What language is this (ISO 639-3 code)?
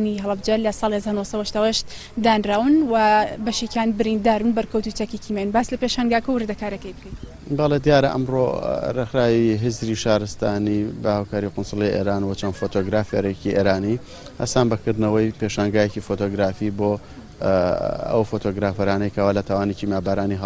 ckb